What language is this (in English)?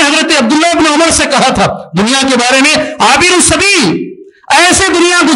Urdu